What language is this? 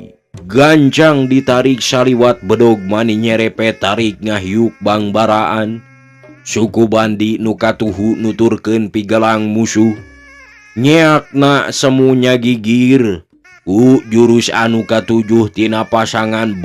Sundanese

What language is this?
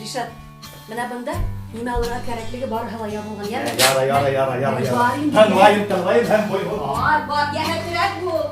Bashkir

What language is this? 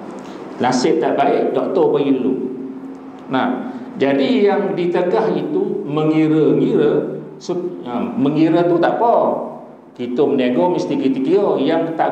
Malay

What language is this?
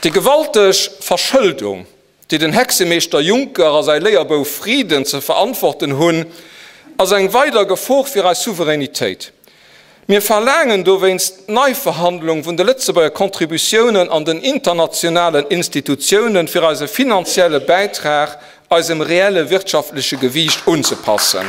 Luxembourgish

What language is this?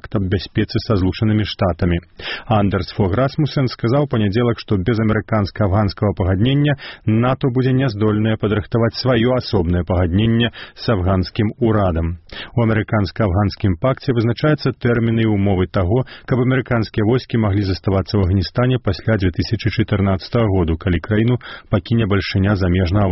Belarusian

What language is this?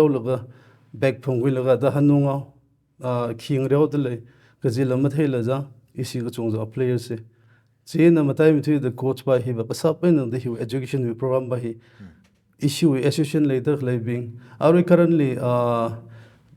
Tangkhul Naga (India)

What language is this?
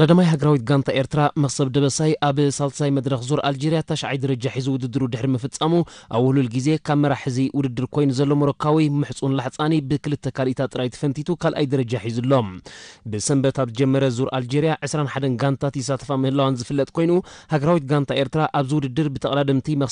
Tigrinya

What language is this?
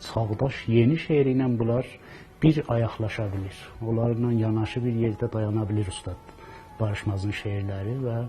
South Azerbaijani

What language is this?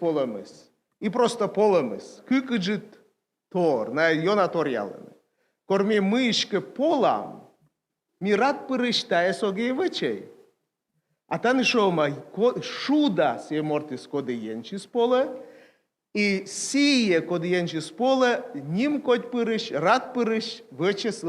Komi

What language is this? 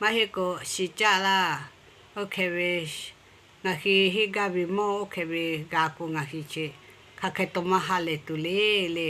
Lahu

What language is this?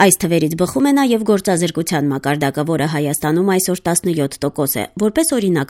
Armenian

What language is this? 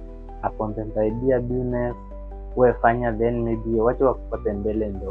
Swahili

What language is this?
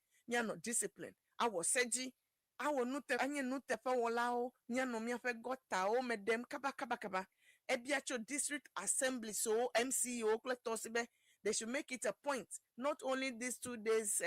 Ewe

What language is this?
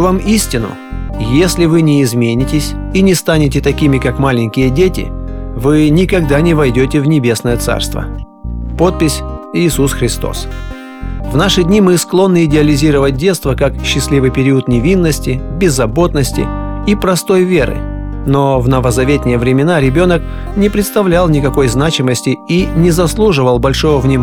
Russian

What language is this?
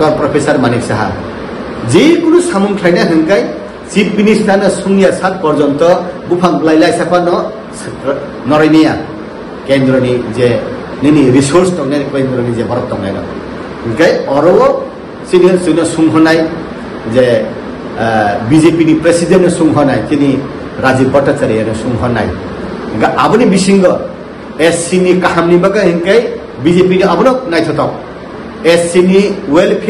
Kok Borok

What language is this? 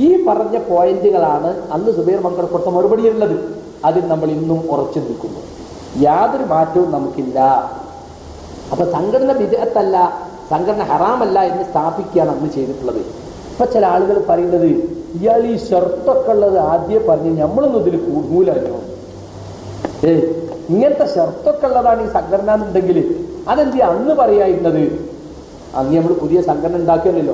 Malayalam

